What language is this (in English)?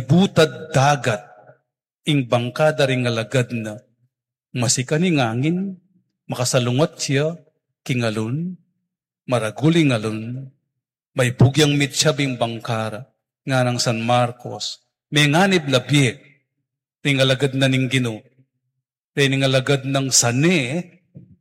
Pampanga